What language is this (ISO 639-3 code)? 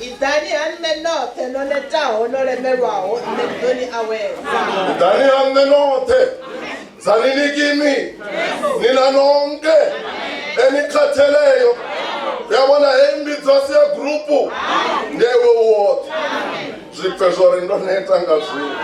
ven